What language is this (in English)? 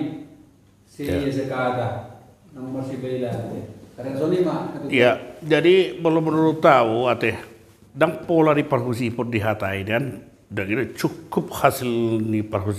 Batak Toba